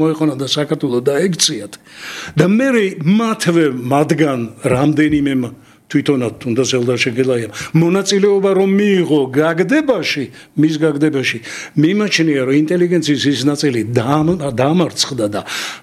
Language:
Georgian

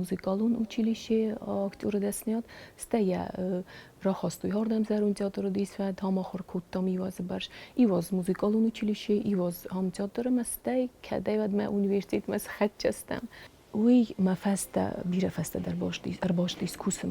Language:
Ossetic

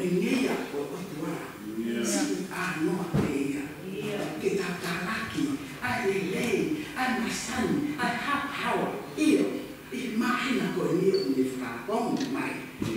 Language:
Tongan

